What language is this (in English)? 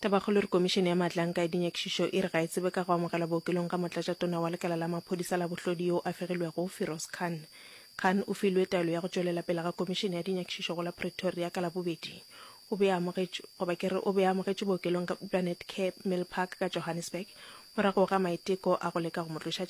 Northern Sotho